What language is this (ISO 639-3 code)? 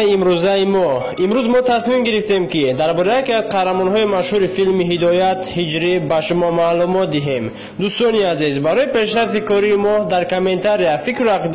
tgk